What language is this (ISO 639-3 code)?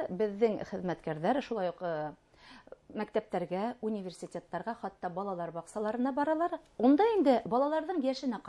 bak